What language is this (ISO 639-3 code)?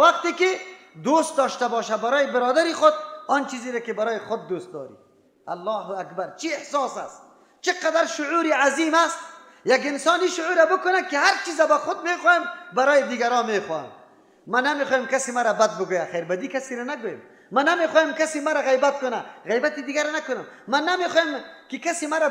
fas